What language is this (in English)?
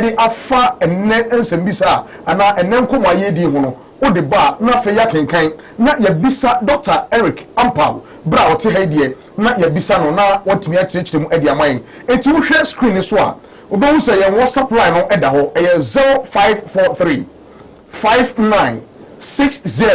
Akan